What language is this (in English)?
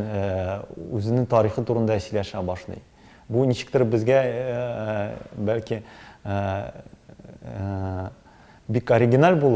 Tatar